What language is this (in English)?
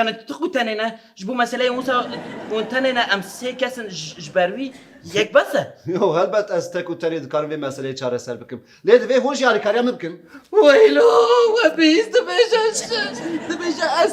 Kurdish